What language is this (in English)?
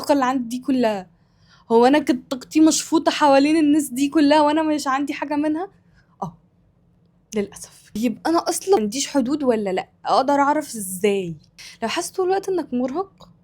Egyptian Arabic